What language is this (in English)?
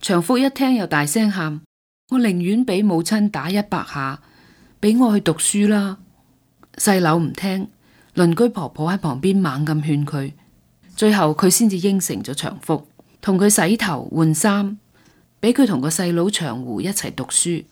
Cantonese